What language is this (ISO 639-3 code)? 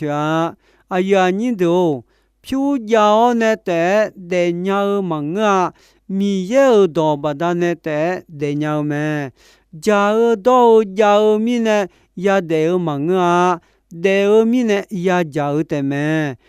ahk